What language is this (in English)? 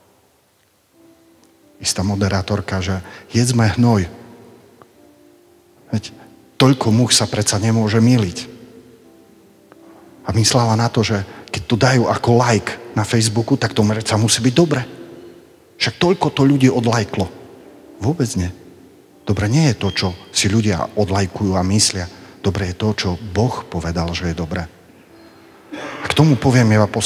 Slovak